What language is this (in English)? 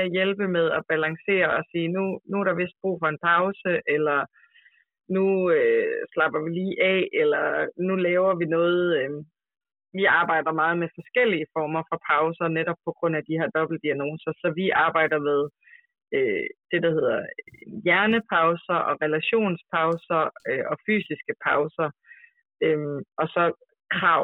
Danish